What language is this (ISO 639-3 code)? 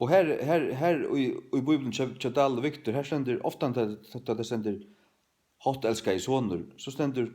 fao